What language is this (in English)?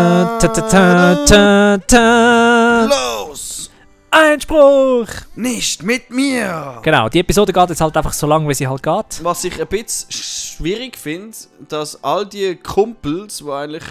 Swiss German